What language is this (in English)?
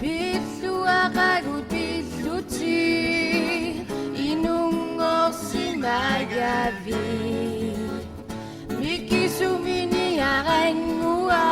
Kalaallisut